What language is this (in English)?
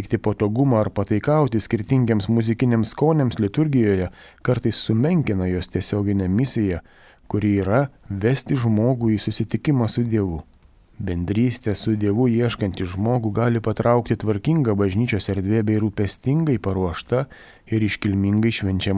Lithuanian